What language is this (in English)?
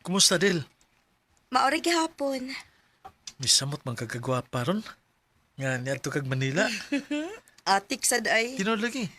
Cebuano